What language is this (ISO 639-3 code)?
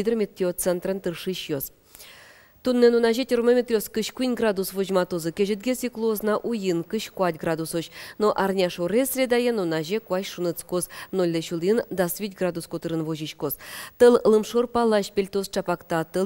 udm